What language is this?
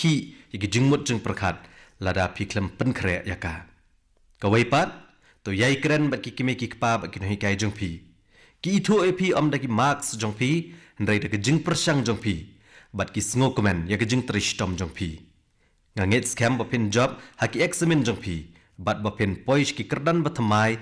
Khasi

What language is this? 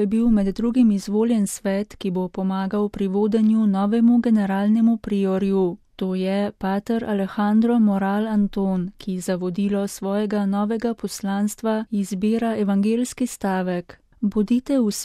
Slovenian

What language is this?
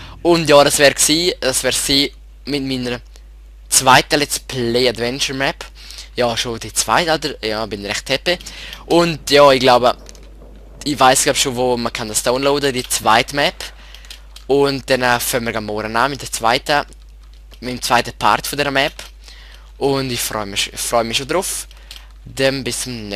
Swiss German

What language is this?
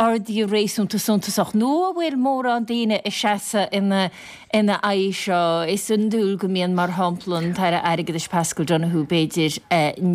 Irish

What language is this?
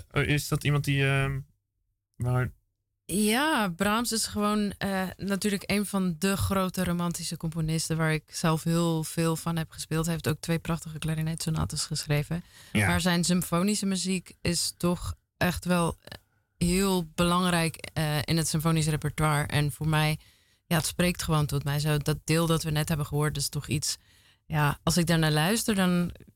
Dutch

